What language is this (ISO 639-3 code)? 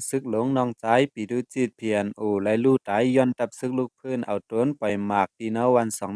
shn